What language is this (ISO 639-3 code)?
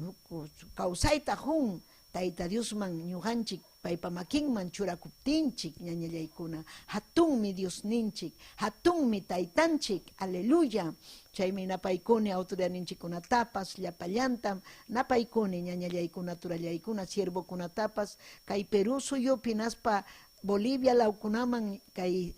quy